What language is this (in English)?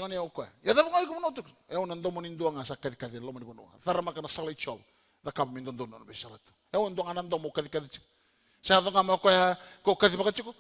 Fijian